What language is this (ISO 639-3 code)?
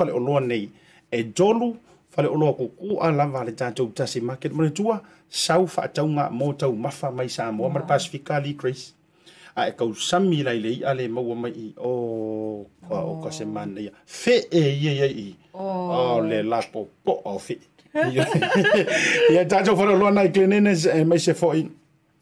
smo